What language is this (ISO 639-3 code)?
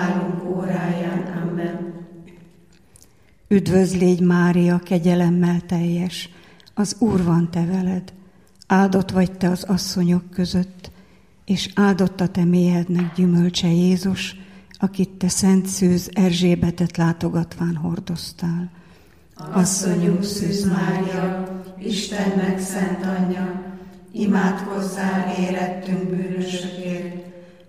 hun